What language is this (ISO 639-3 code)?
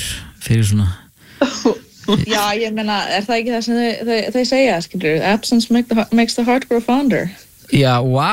isl